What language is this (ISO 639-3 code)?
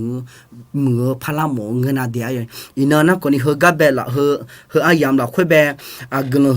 ahk